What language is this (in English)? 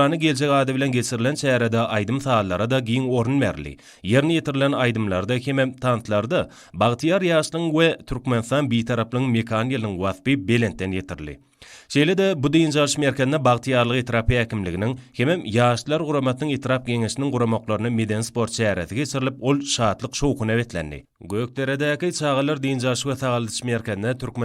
Turkmen